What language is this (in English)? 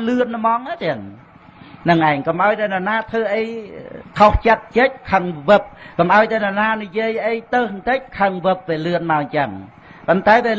Khmer